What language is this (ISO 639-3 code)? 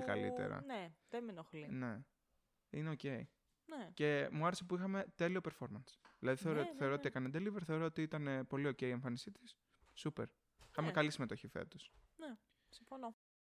ell